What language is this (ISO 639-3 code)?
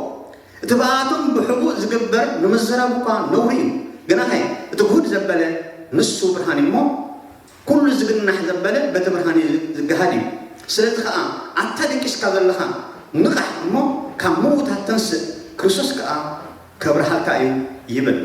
tir